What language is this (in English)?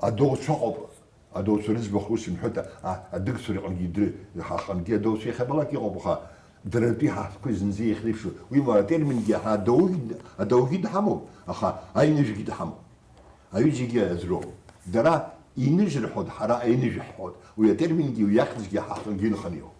Abkhazian